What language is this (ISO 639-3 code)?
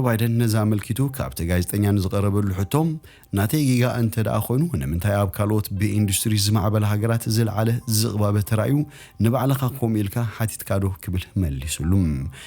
tir